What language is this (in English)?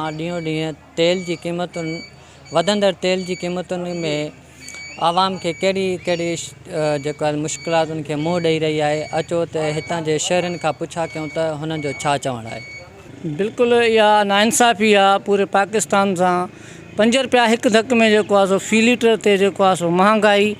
Sindhi